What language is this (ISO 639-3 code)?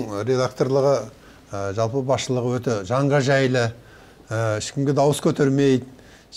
kaz